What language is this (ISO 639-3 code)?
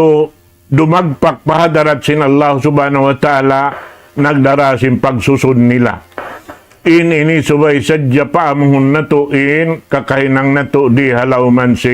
tsg